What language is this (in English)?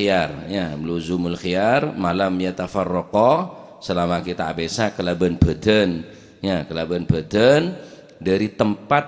Madurese